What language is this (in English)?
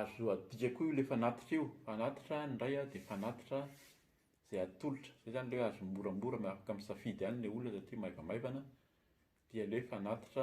Malagasy